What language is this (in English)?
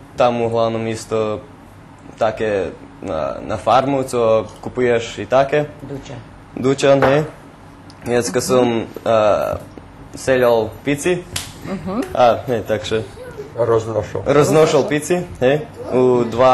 Rusyn